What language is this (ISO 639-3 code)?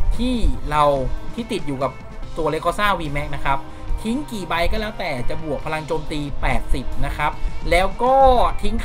tha